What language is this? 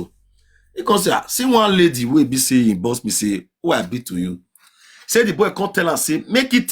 Nigerian Pidgin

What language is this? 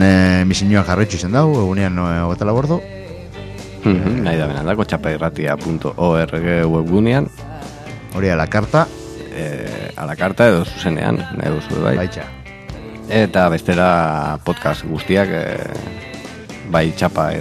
Basque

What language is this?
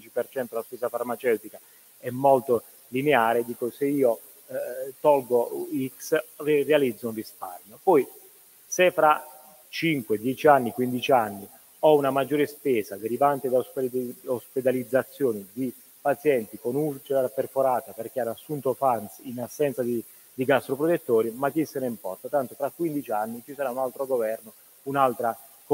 Italian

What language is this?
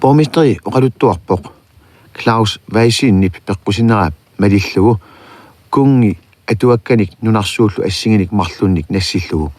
Kalaallisut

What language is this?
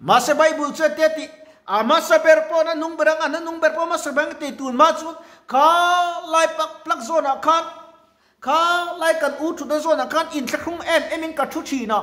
Mizo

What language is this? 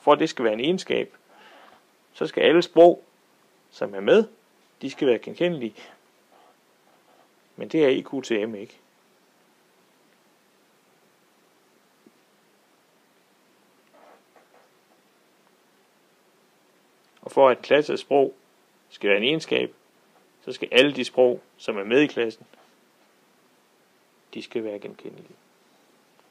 Danish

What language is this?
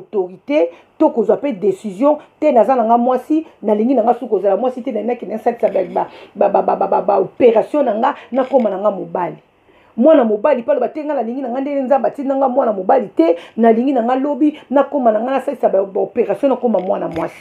Lingala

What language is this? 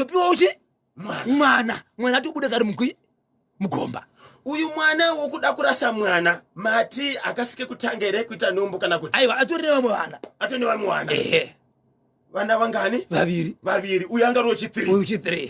Shona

